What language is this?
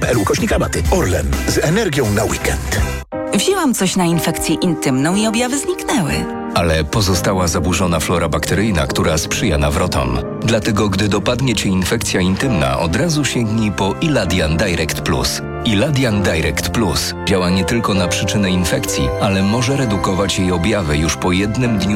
Polish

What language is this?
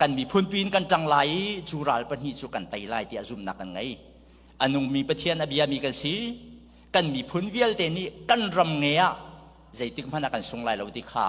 Hakha Chin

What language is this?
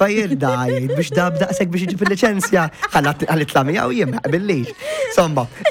Maltese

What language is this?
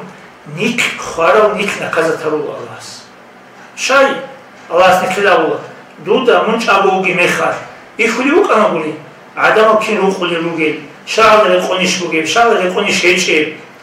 Avaric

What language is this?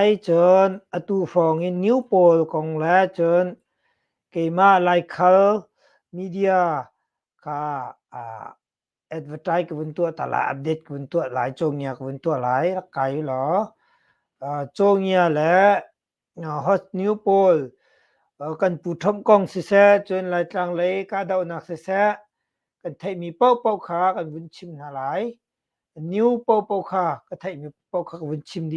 Hakha Chin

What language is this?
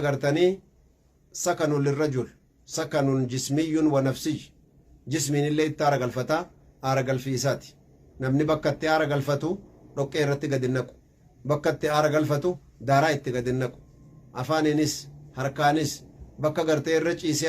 Oromo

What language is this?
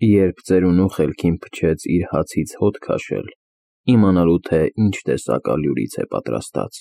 Armenian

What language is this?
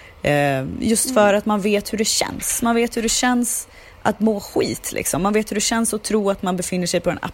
Swedish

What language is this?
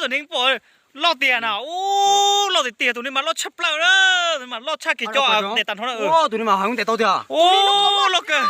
Hmong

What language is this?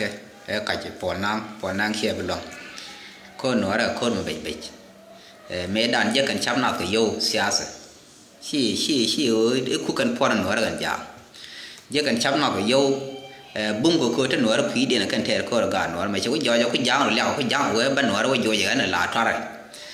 Nuer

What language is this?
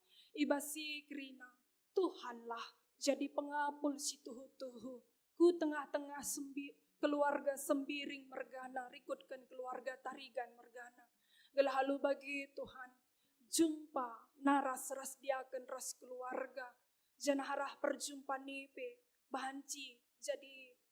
Batak Karo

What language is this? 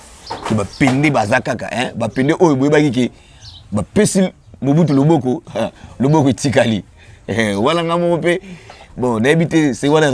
Lingala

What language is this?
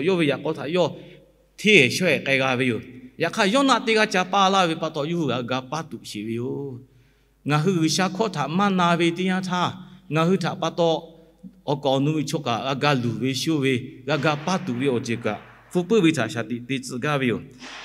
Lahu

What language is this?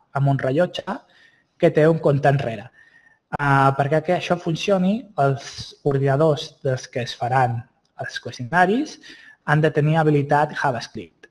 Catalan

